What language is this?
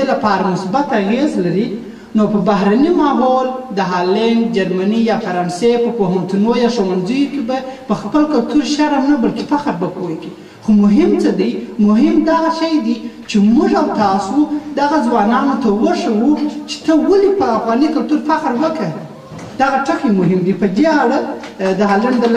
Pashto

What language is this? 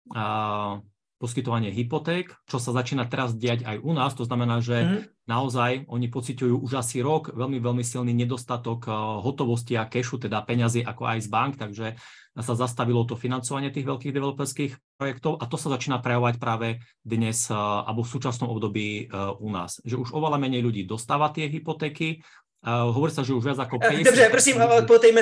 Slovak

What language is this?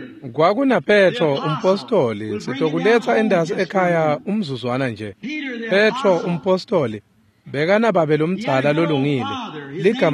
Swati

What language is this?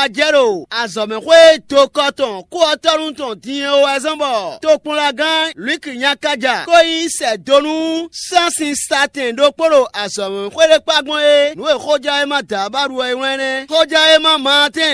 Fon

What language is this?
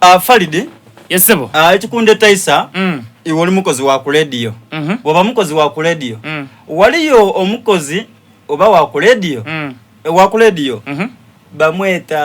Soga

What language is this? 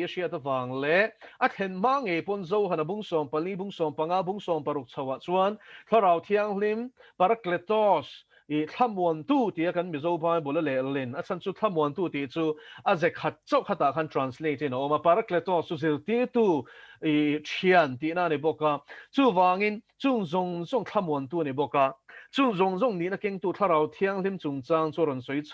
Mizo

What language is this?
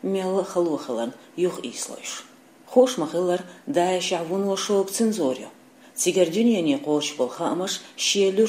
Chechen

